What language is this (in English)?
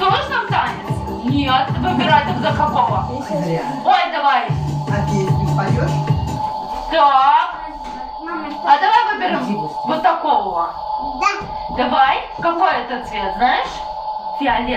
Russian